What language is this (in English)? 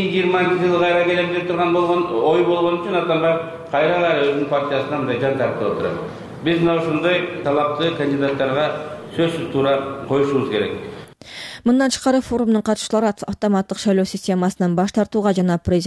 Kyrgyz